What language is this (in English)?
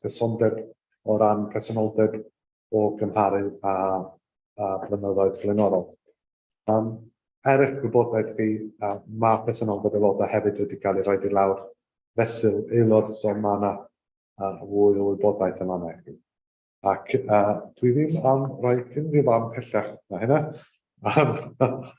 Welsh